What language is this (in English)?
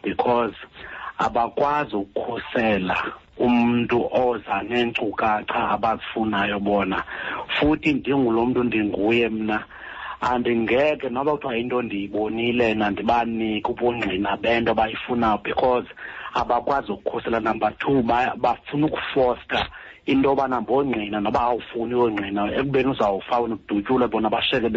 Xhosa